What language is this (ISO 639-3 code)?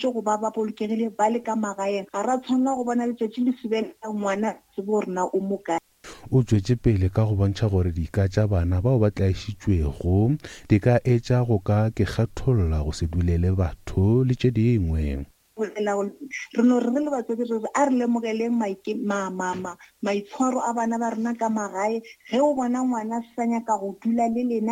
nso